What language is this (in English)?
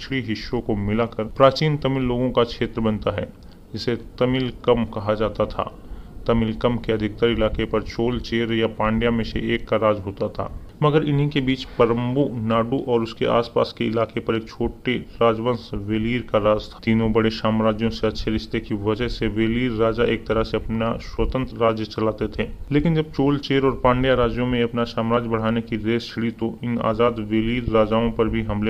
Hindi